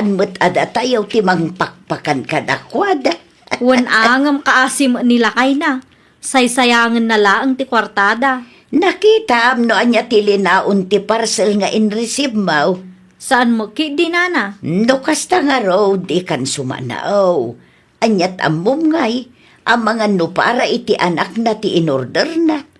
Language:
Iloko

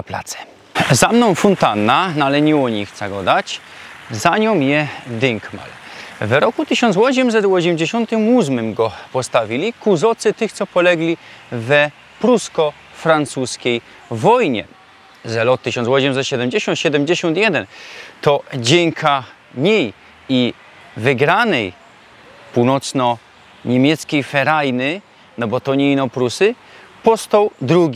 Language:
Silesian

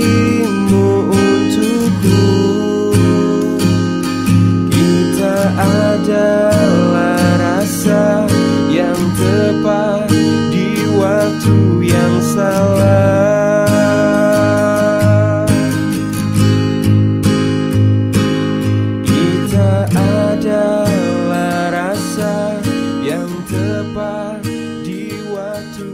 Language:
Indonesian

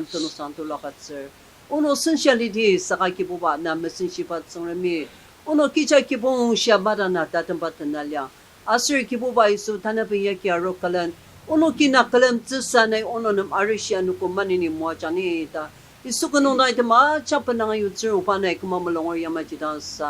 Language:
Ao Naga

